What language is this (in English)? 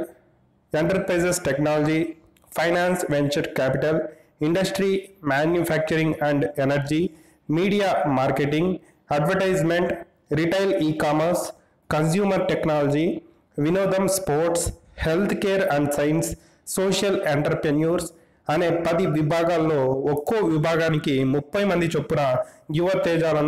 Telugu